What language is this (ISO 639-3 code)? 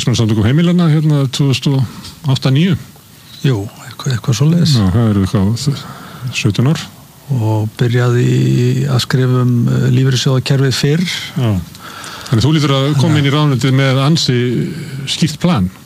isl